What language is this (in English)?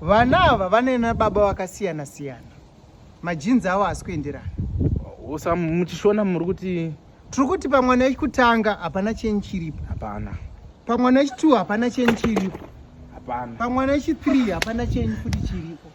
Shona